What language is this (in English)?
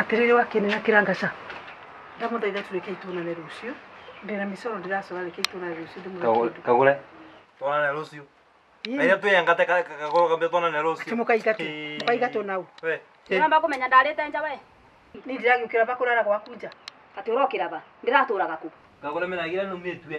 Kikuyu